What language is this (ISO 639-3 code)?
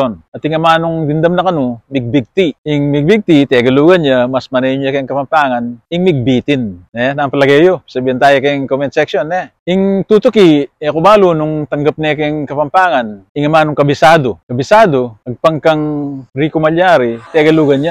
pam